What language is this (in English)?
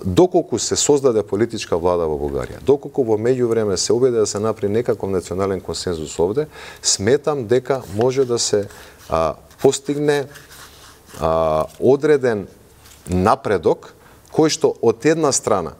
Macedonian